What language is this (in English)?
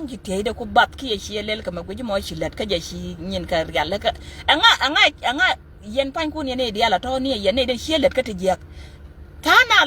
Nuer